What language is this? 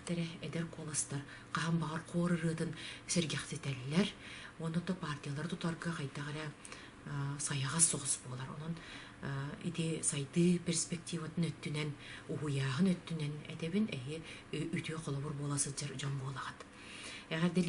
Yakut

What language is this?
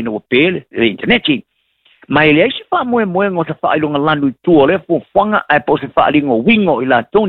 Samoan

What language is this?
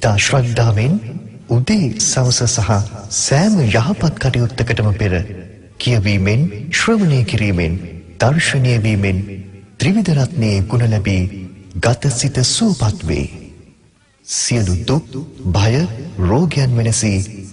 Sinhala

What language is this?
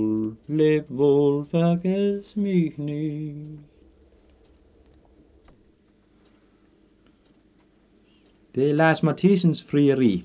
Danish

